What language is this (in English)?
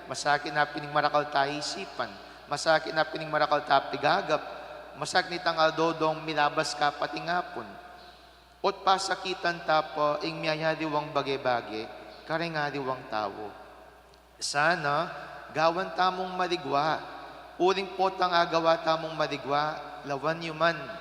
Pampanga